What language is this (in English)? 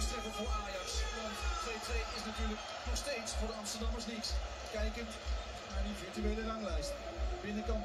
Dutch